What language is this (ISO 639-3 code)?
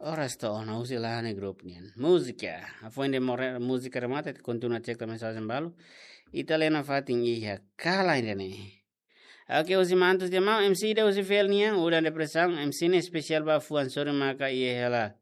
tet